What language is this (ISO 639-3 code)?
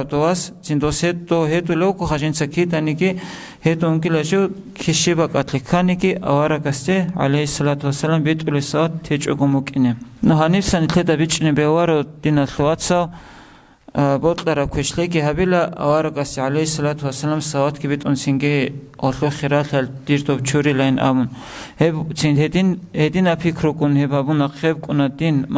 ava